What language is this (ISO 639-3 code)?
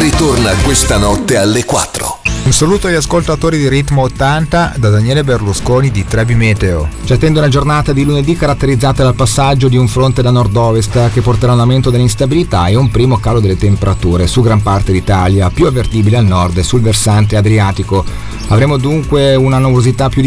ita